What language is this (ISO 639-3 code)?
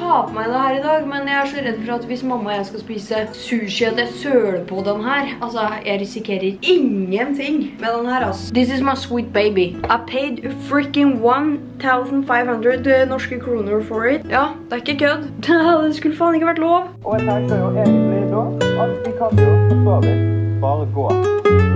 nor